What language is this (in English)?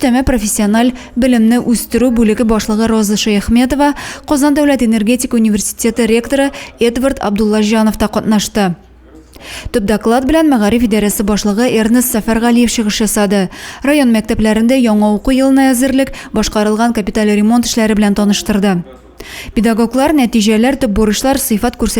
Tatar